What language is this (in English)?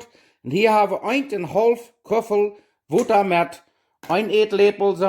Plautdietsch